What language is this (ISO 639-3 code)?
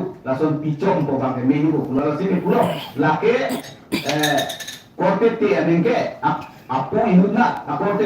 mjw